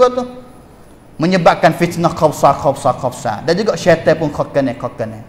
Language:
Malay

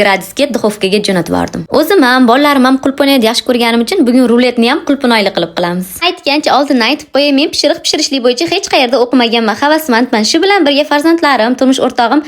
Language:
Uzbek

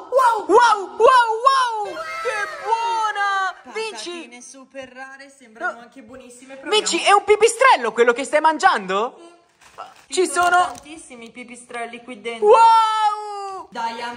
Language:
Italian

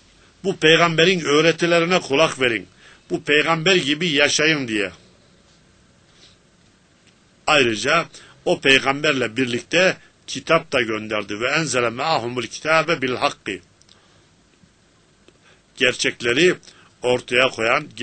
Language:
Turkish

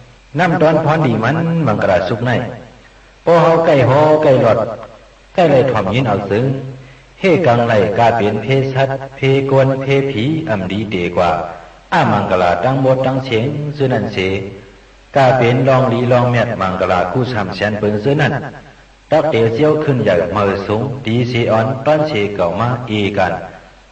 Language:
Shan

